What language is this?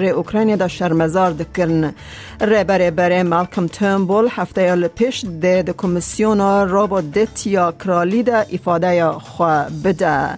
Kurdish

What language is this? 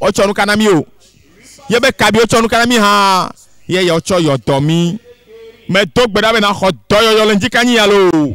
Ewe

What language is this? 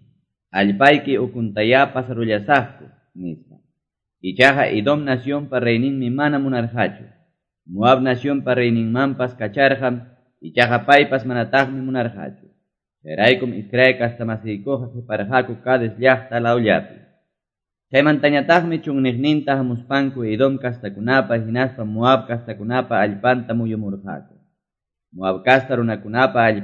Quechua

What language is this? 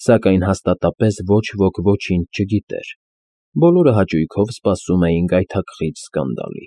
Armenian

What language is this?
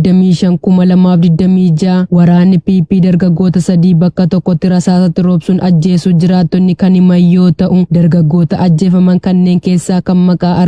Oromo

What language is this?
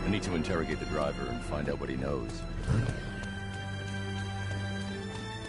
English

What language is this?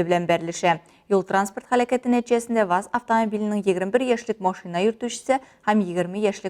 Tatar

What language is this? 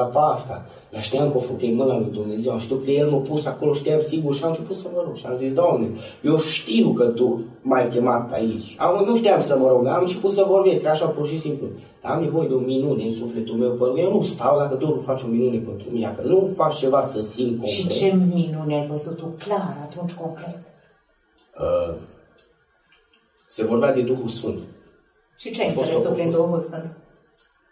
Romanian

